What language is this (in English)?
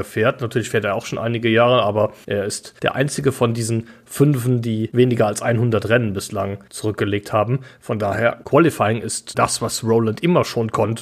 German